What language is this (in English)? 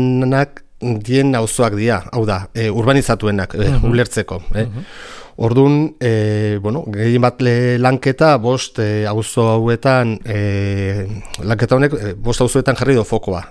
Basque